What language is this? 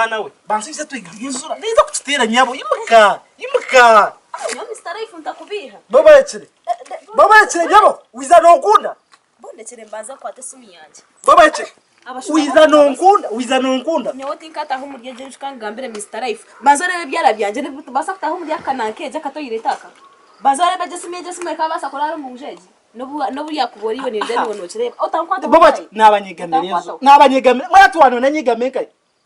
Nyankole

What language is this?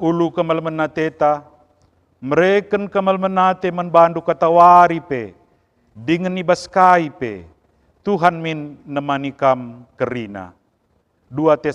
Batak Karo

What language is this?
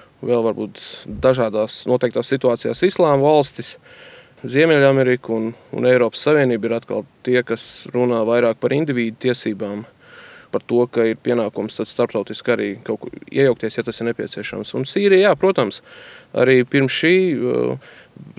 Latvian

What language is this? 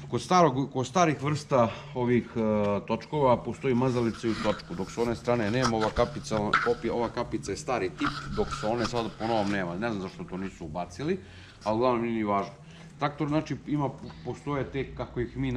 Serbian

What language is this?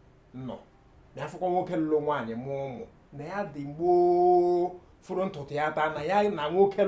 Igbo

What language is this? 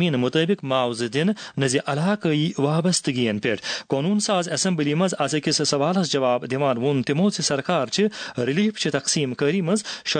Kashmiri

